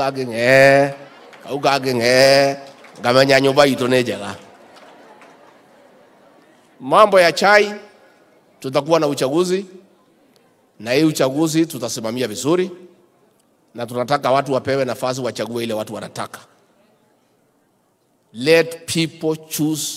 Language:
Swahili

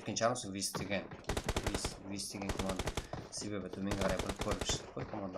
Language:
Kara-Kalpak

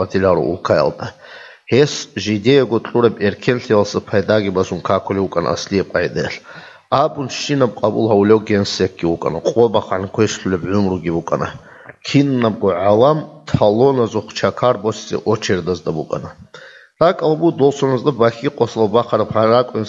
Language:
Avaric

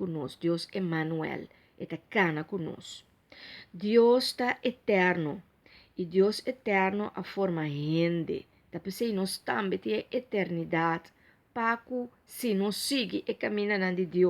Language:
Papiamento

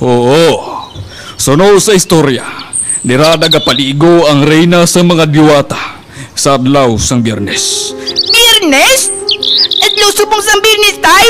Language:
Hiligaynon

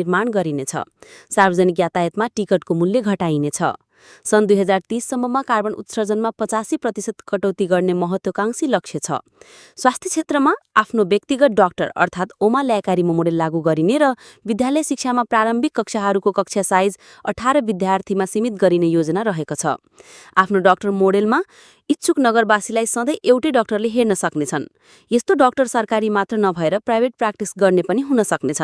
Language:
Nepali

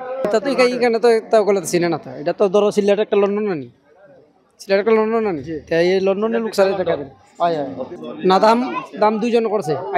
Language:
Sylheti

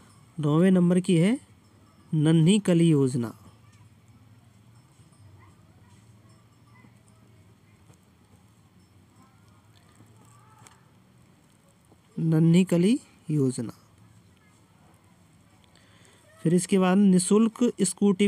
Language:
Hindi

